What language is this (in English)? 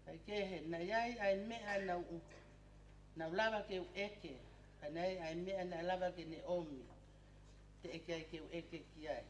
Tongan